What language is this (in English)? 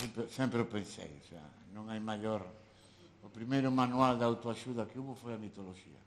Galician